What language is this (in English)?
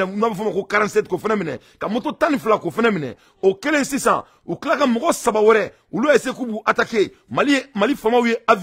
Bambara